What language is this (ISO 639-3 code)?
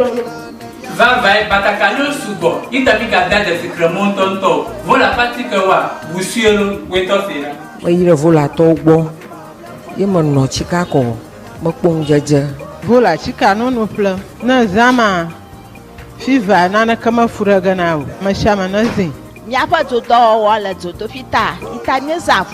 ewe